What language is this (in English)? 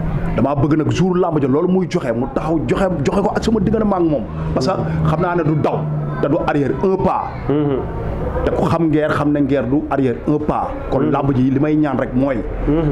Wolof